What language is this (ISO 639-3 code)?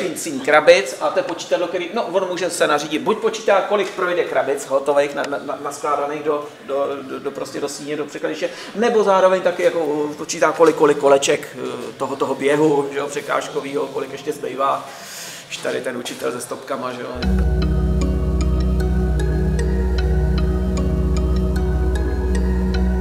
ces